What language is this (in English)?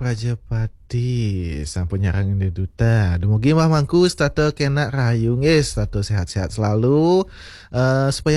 Balinese